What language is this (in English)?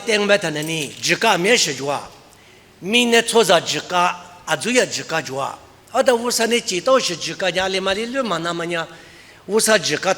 Lisu